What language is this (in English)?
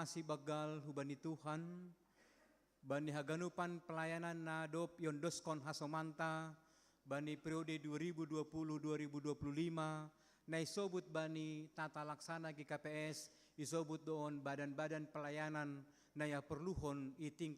Batak Simalungun